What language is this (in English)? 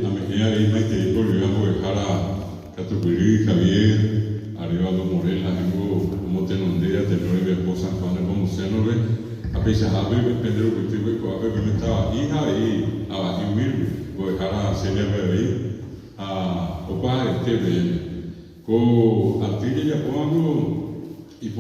Guarani